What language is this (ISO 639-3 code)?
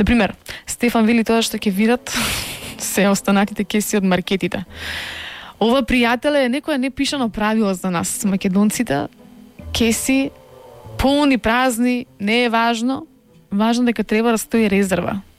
mkd